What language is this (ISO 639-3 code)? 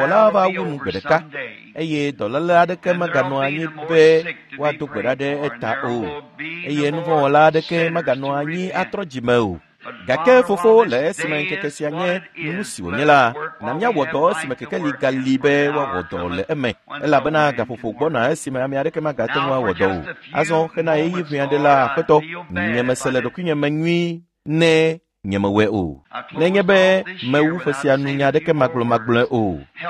ewe